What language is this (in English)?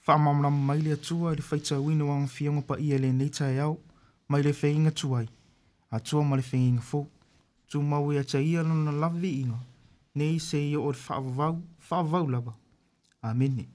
Samoan